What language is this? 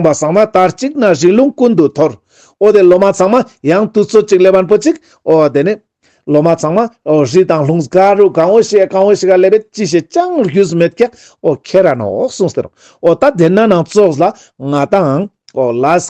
Ladakhi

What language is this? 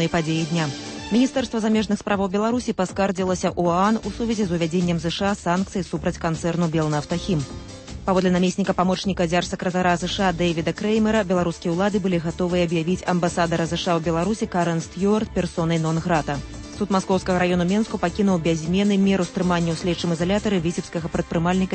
Belarusian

